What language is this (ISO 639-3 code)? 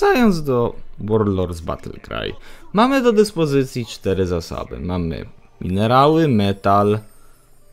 pol